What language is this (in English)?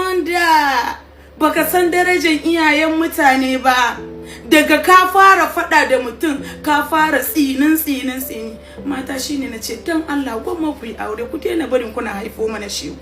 Hausa